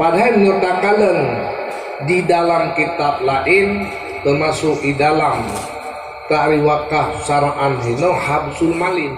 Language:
Achinese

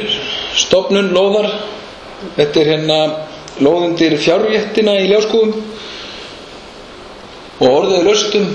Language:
Icelandic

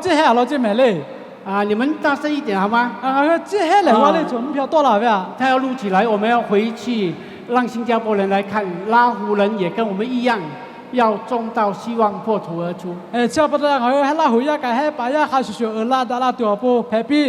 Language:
Lahu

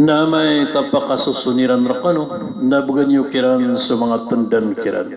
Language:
Maranao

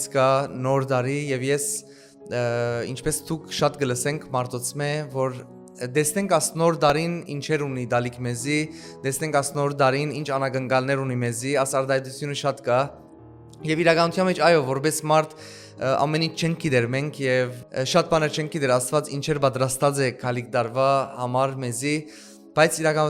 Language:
Western Armenian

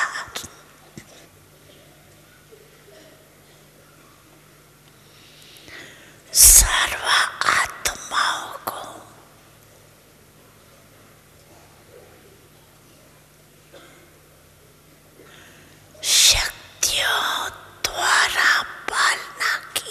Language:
Hindi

